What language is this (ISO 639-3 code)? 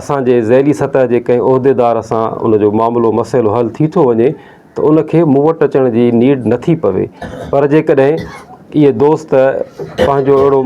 snd